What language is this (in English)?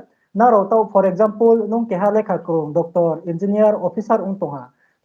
Riang (India)